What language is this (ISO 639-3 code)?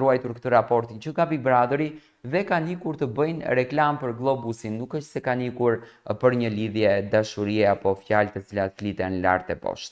sqi